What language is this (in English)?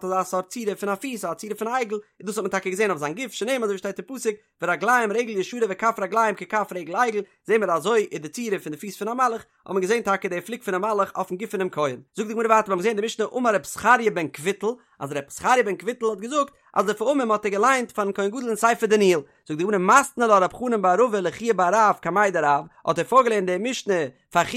Yiddish